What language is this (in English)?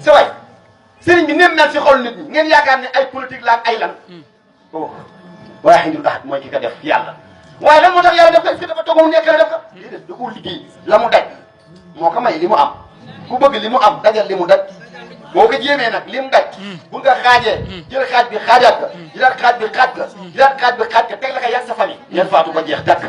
Wolof